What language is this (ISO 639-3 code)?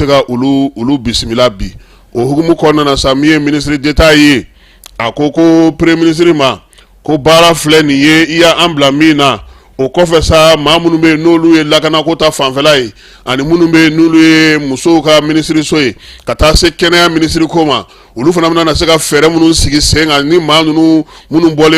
bam